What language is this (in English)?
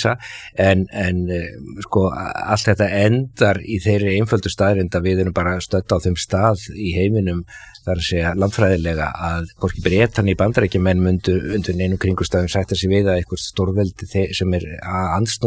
Icelandic